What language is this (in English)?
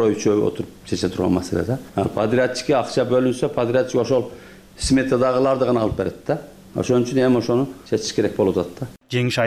Kyrgyz